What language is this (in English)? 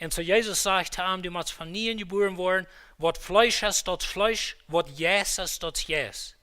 Plautdietsch